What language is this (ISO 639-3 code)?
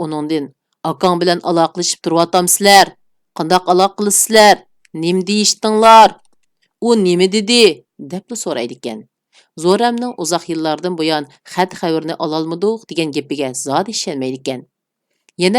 uig